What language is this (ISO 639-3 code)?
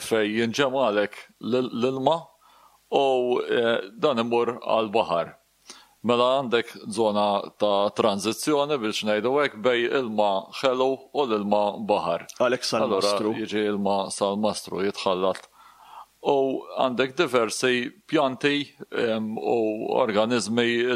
mlt